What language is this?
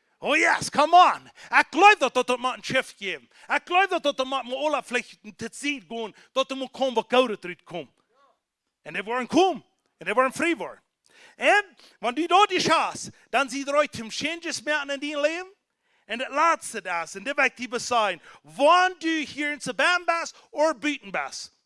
Plautdietsch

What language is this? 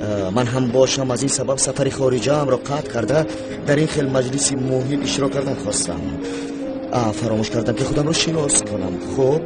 Tajik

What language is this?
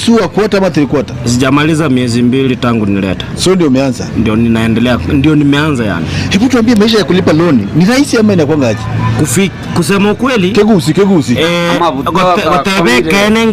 Gusii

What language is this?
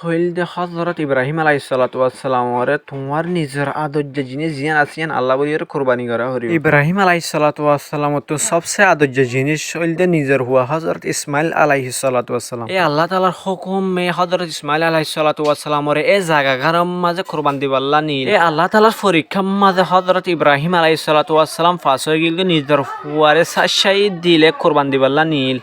Rohingya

